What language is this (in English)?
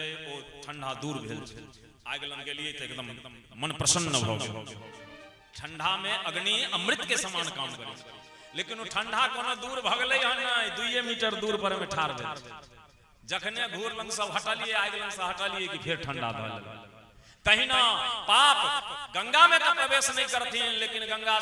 Maithili